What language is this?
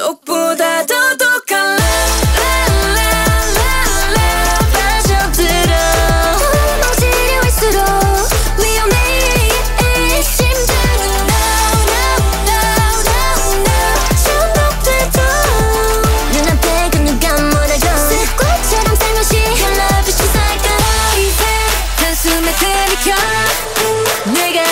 Korean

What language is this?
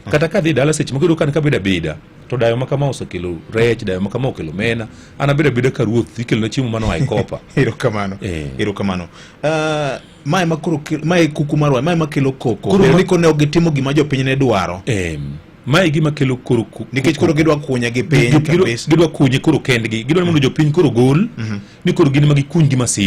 Luo (Kenya and Tanzania)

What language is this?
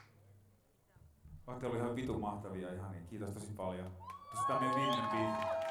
Finnish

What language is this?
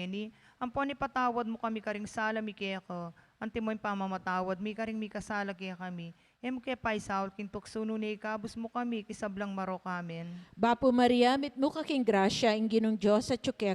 Pampanga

